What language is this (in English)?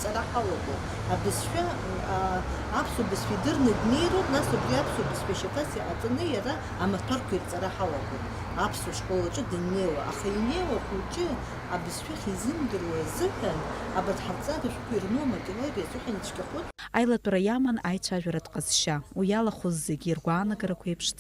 Abkhazian